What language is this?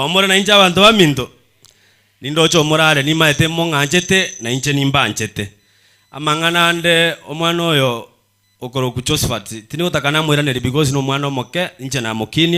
Gusii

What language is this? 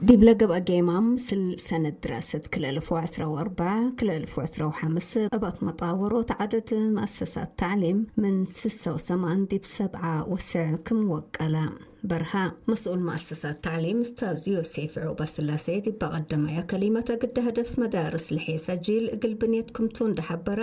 Tigre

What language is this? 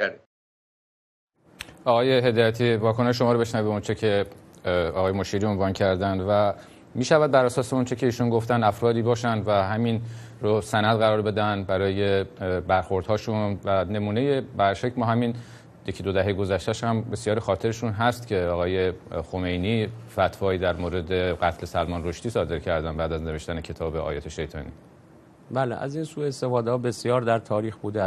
Persian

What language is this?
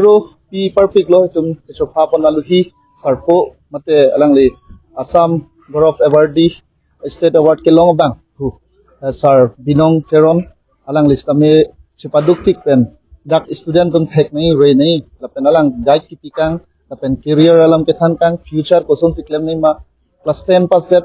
Karbi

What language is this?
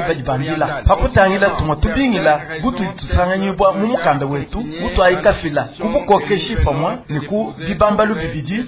Luba-Lulua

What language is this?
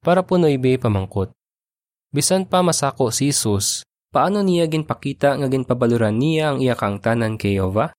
Hiligaynon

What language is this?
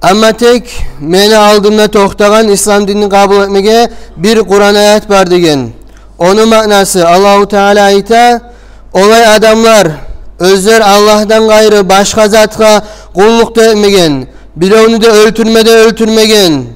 Kumyk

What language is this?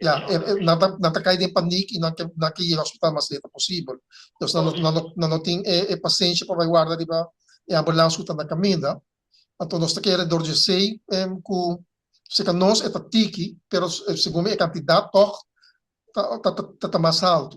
Papiamento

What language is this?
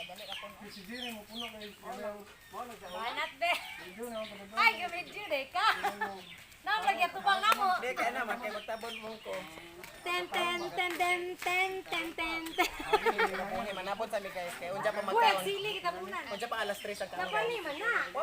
Cebuano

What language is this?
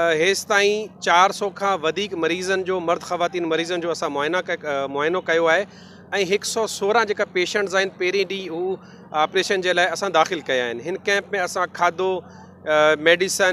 Sindhi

